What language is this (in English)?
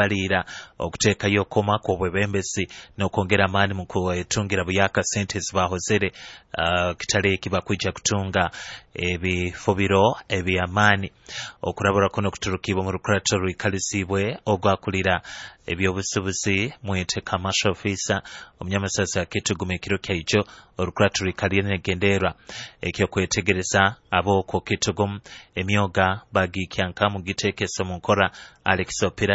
Nyoro